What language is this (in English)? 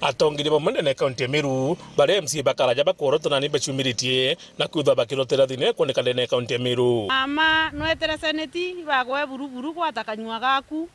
Meru